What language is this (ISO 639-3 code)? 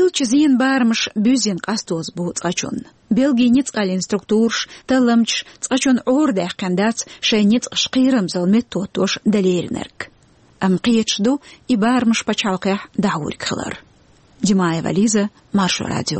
che